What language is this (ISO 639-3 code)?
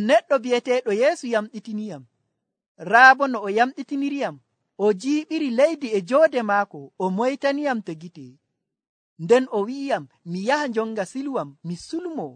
fuv